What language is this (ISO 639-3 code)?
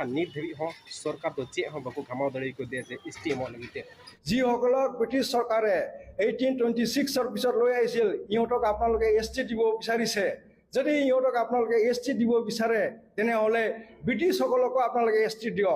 sat